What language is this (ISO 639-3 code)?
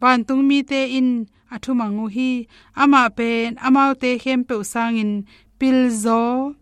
ctd